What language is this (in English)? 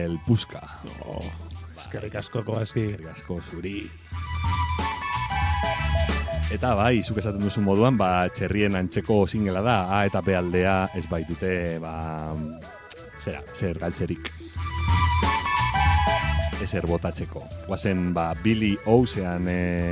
Basque